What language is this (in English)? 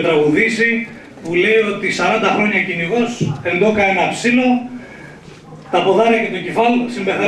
Greek